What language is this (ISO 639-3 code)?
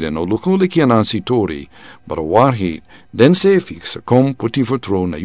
srn